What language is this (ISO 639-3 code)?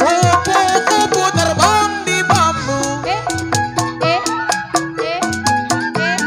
bew